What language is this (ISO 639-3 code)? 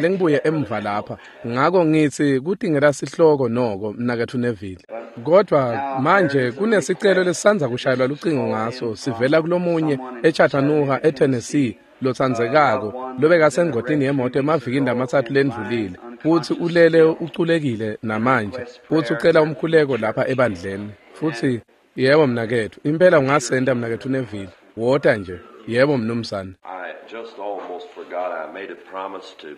ssw